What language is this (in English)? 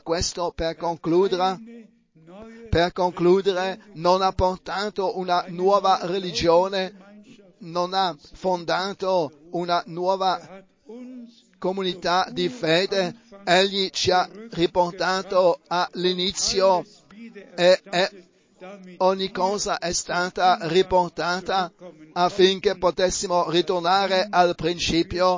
Italian